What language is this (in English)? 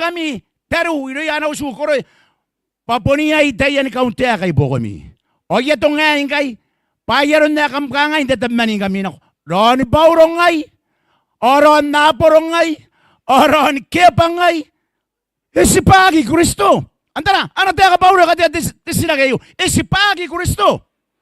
Gilbertese